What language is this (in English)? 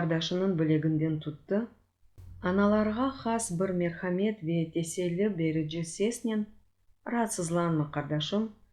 Crimean Tatar